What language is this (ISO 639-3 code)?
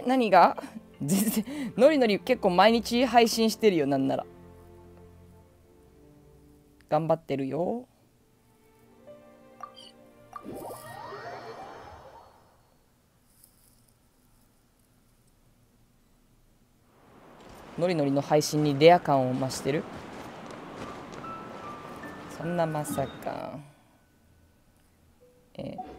jpn